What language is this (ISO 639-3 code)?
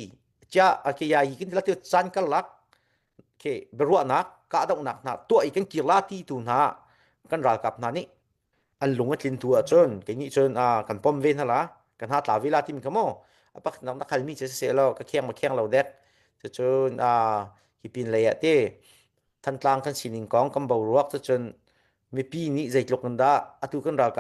cnh